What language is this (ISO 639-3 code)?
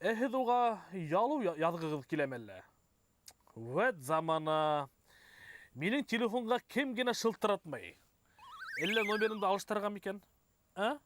bak